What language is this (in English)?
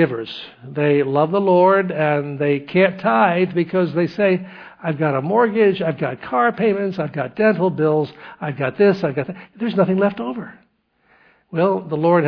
English